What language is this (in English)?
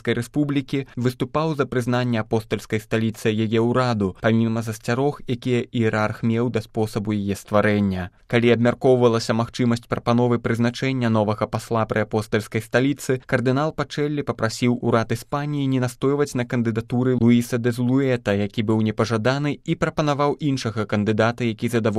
Belarusian